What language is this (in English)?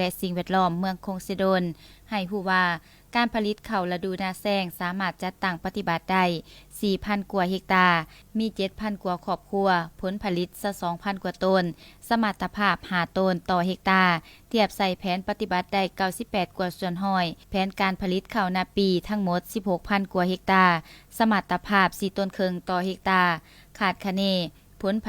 Lao